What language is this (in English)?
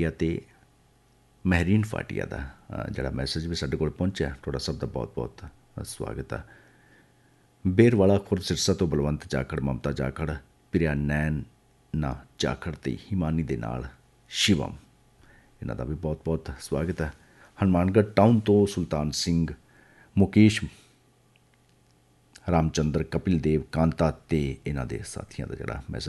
Punjabi